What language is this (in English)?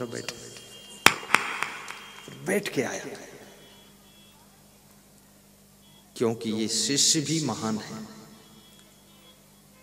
Hindi